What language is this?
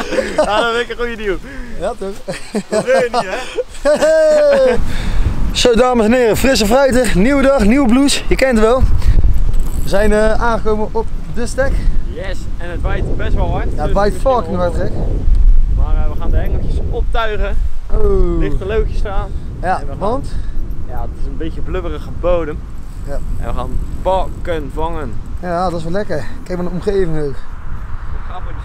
Dutch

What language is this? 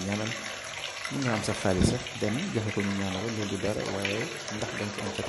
Wolof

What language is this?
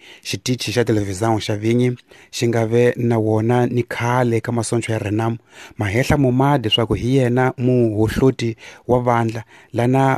Tsonga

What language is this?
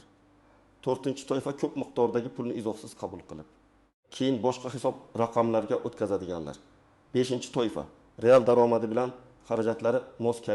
Uzbek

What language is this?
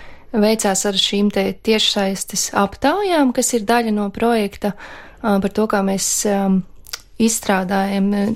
Latvian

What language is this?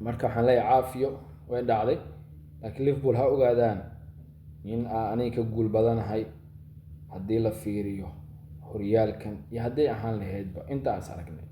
Somali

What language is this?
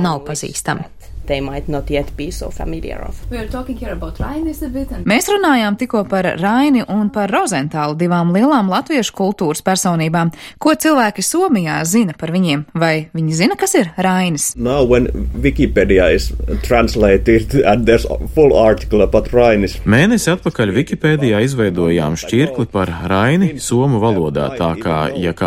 Latvian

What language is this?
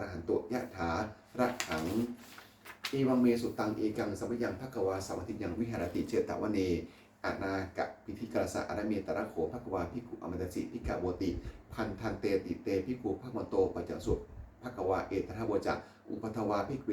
Pali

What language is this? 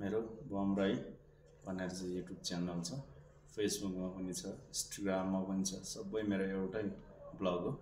Nepali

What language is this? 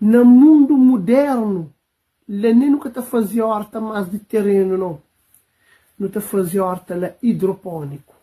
Kabuverdianu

